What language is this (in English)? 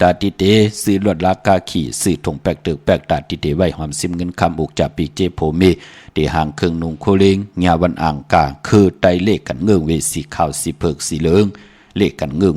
Shan